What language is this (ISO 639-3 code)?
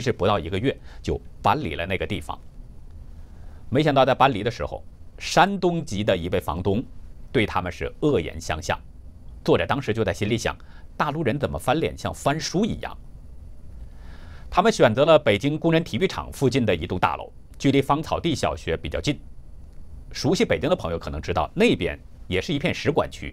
zho